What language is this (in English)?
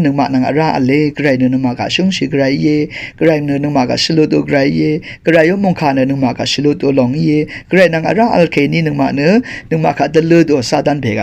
Rawang